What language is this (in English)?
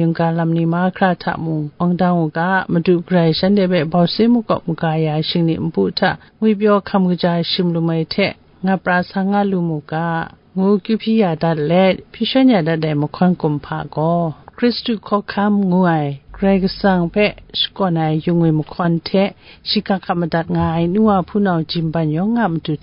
Kachin